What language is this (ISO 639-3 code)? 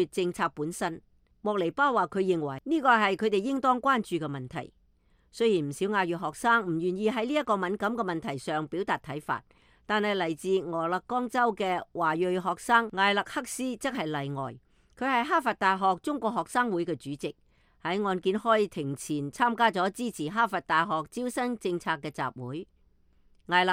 yue